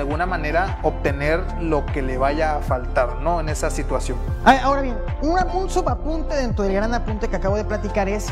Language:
Spanish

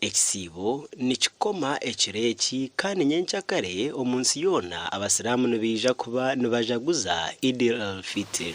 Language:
Nyankole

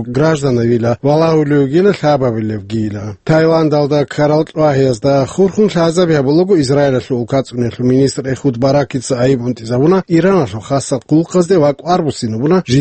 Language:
Avaric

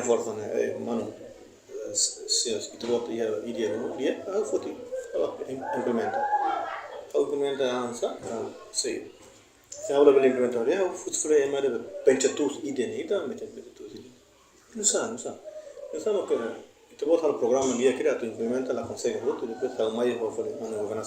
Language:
Tetum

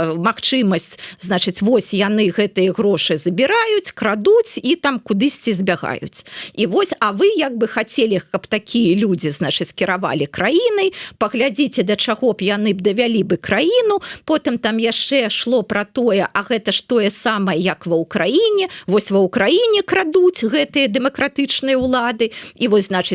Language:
Belarusian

